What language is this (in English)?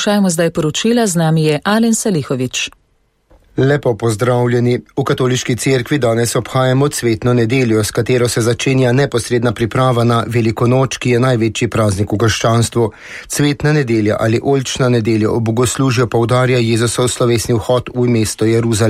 Slovenian